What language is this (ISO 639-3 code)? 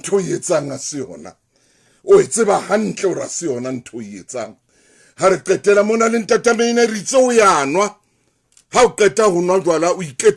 sot